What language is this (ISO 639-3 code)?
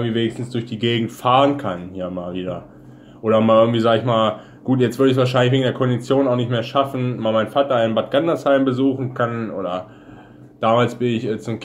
deu